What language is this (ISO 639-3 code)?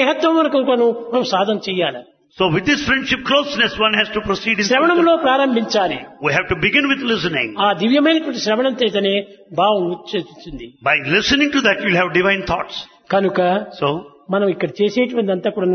tel